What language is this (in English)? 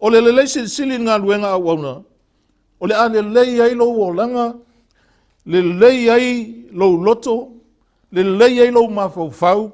Samoan